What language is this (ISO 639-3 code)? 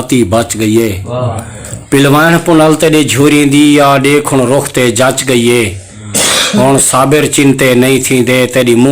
skr